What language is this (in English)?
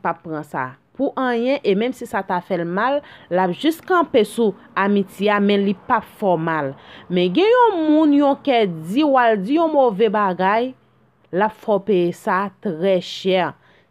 Haitian Creole